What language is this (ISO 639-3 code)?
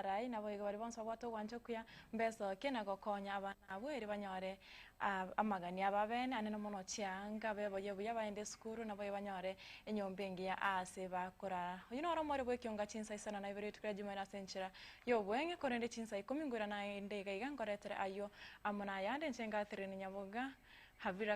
guz